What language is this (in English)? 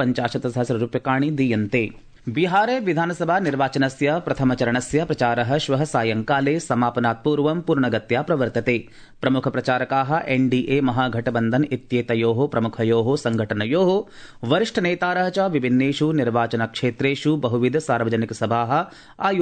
Sanskrit